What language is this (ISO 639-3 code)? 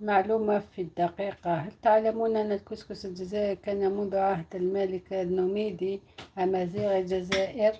arq